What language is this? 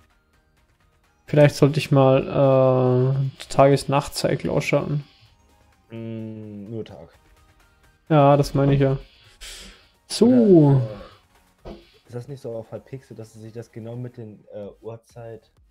German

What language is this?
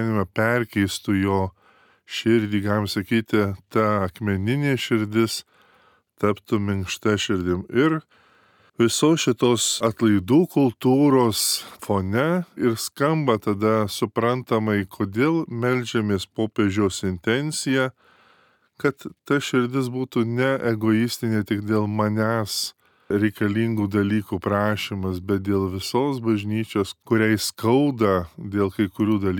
Lithuanian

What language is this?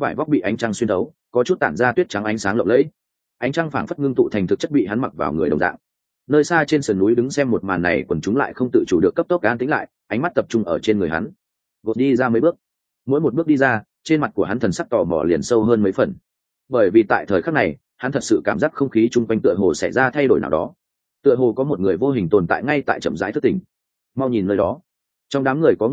Vietnamese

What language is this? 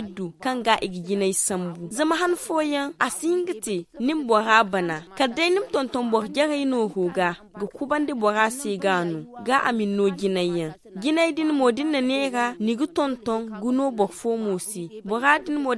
Zarma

